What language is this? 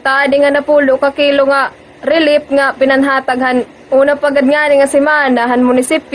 Waray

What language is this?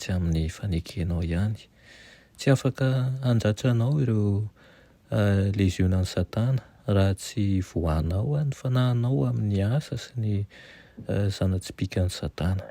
Malagasy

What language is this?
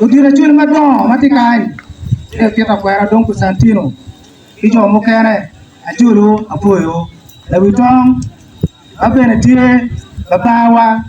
Acoli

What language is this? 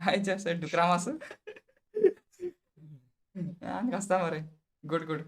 Konkani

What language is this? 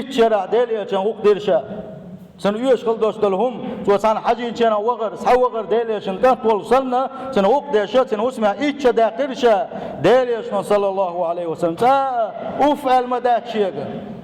Chechen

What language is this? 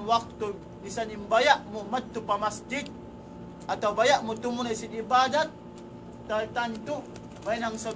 Tausug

